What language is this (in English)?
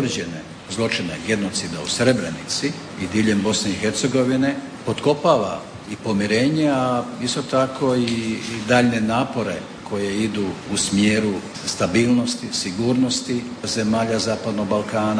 Croatian